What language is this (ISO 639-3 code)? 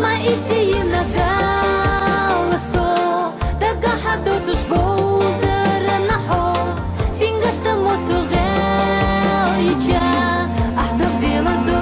che